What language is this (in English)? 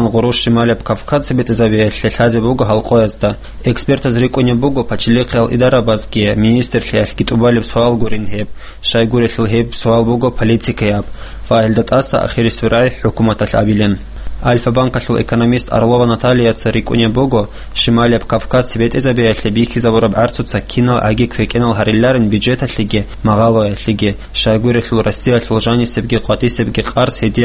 Avaric